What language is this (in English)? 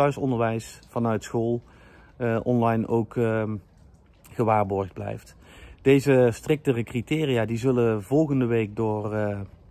Dutch